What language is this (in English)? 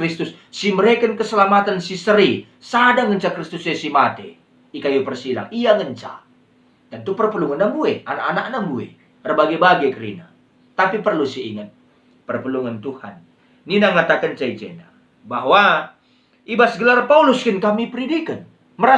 Batak Karo